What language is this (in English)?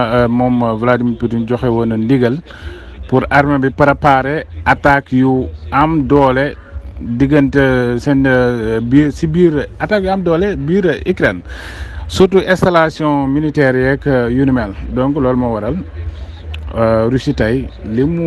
Wolof